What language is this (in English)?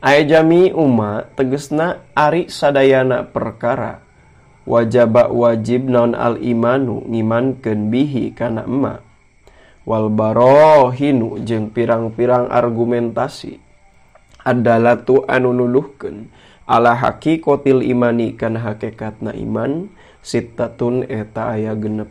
Sundanese